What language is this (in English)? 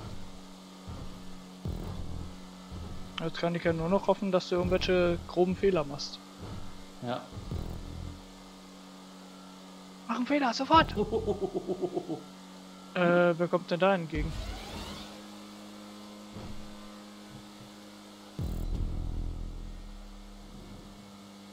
German